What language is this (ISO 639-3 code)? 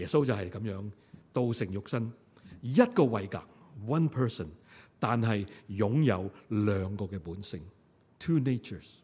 yue